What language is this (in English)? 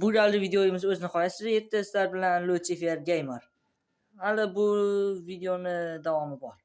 Uzbek